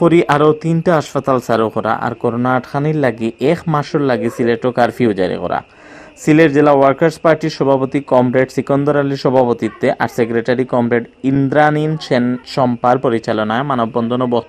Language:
Sylheti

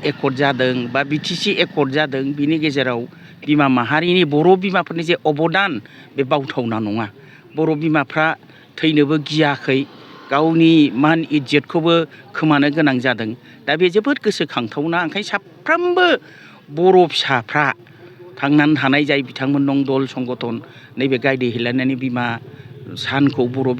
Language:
Bodo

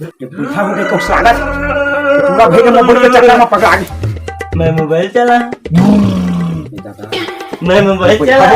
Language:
Chhattisgarhi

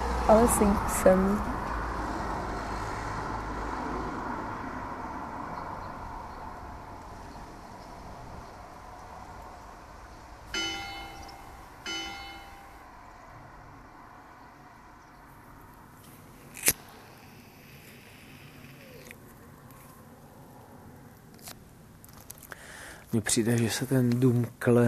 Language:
Czech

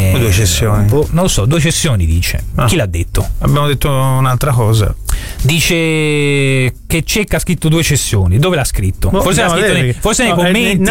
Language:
Italian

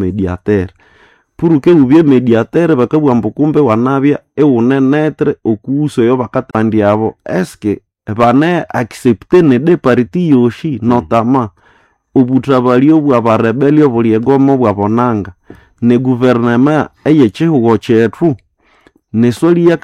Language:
Nande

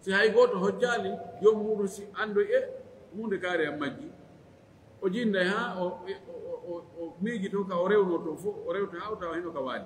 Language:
Fula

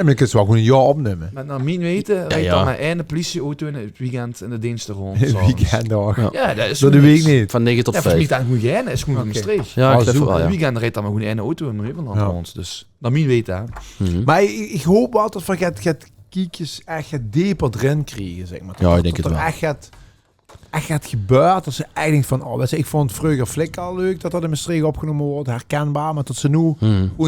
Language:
Limburgish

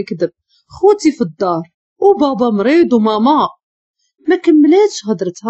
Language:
Moroccan Arabic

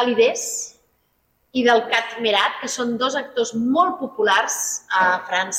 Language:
Catalan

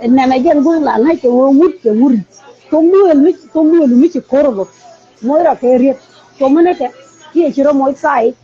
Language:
Nuer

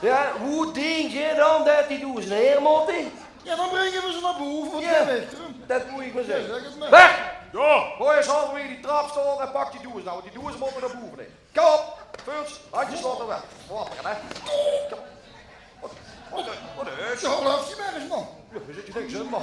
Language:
Limburgish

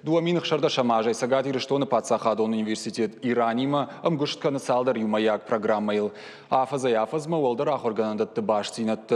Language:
Ossetic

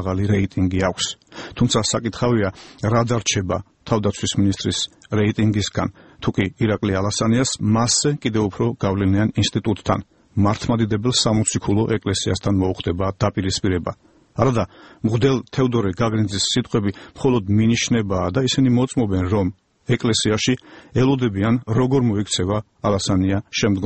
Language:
Georgian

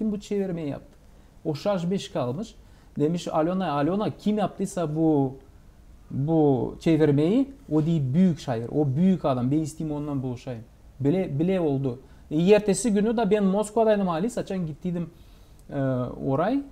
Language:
Gagauz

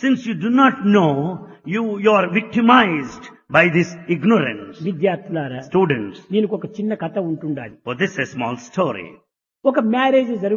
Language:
Telugu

